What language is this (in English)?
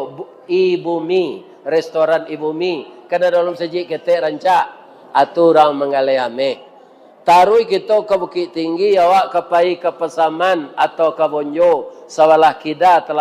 Minangkabau